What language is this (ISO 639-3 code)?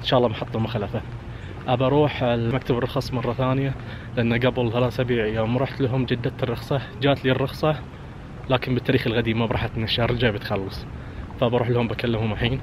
ars